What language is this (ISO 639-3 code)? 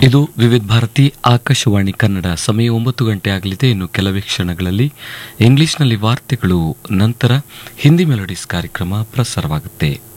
kan